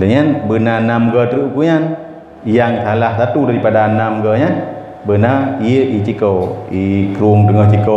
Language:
Achinese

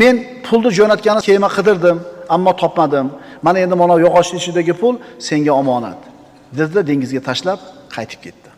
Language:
Uzbek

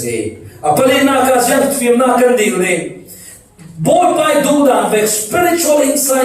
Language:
Falam Chin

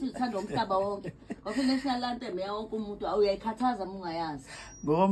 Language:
Zulu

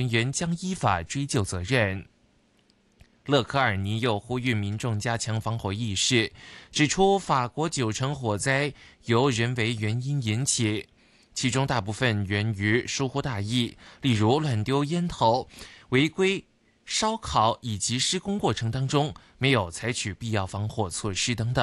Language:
Chinese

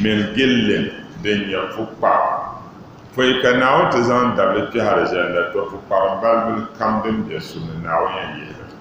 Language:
Dagbani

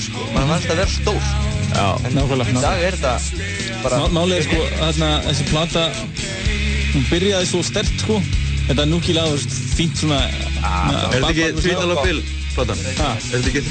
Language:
Icelandic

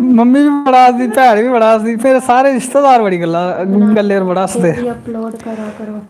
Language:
Dogri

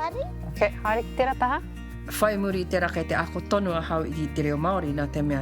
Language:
Māori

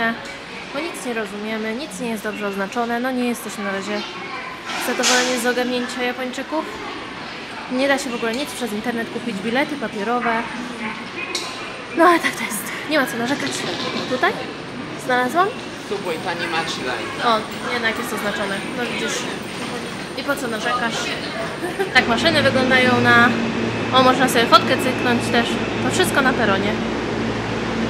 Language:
Polish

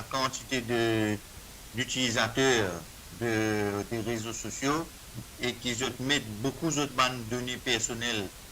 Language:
Morisyen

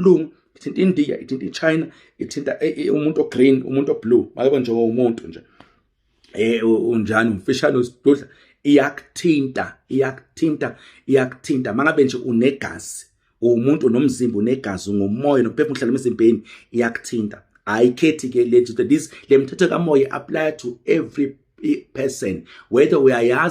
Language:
Zulu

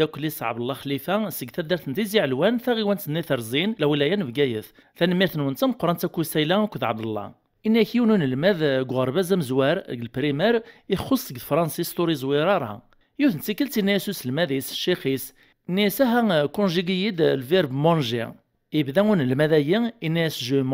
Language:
Kabyle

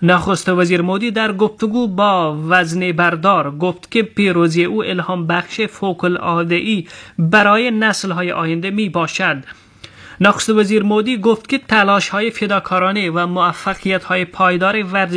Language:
Persian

